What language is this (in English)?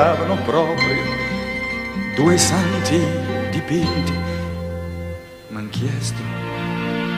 Italian